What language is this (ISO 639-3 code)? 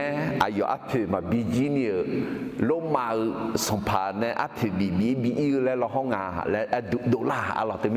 ahk